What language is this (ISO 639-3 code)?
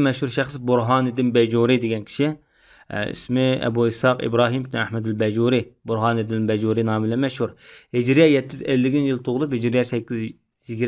uig